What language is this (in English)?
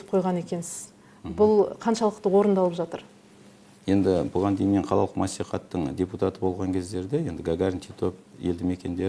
Kazakh